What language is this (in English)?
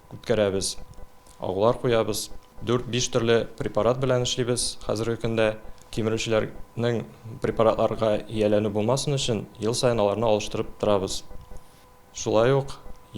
Tatar